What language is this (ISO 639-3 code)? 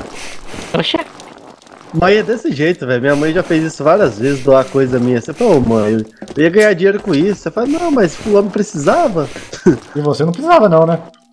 por